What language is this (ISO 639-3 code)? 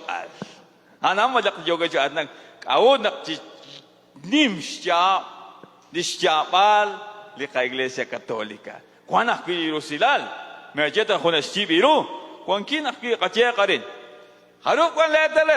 kek